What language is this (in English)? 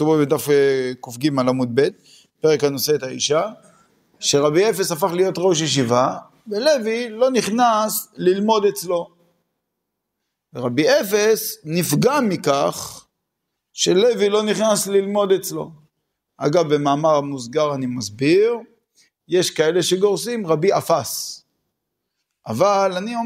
Hebrew